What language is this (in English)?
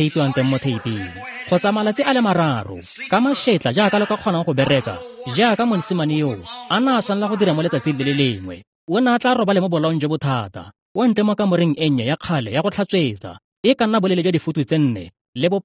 Tswana